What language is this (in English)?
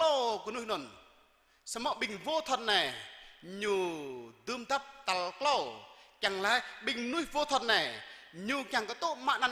Jarai